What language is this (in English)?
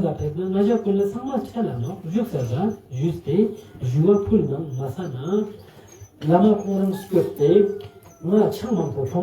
Ladakhi